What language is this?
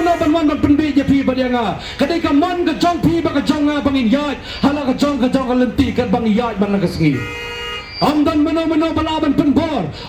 Khasi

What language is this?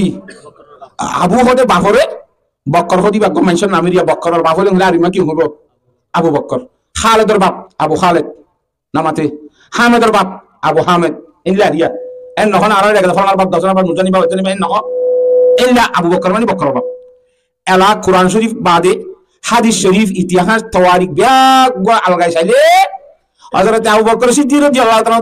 Rohingya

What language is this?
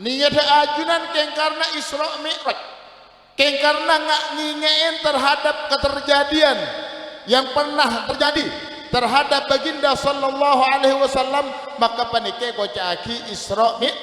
Madurese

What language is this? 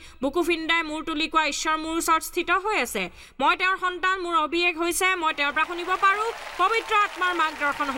Assamese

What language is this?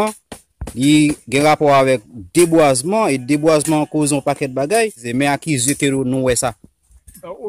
Haitian Creole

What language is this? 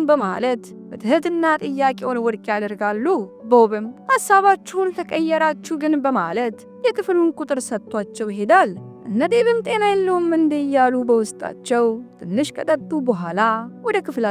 Amharic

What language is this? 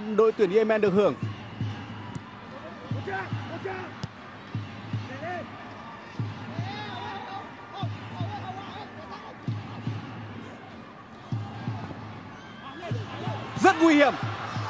Vietnamese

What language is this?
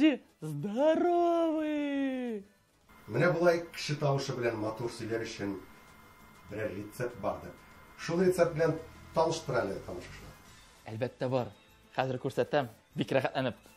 Tatar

